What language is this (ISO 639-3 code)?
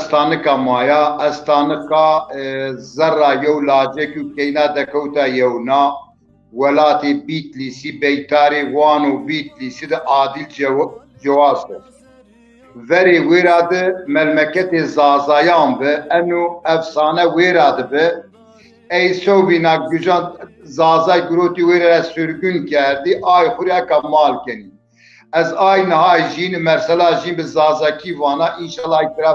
zza